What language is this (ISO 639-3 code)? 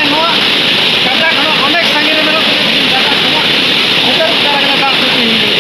sat